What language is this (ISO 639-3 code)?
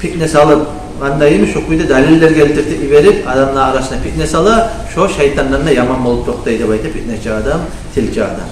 kum